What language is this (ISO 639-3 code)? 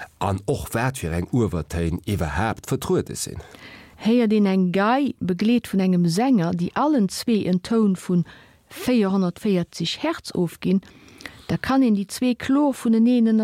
ltz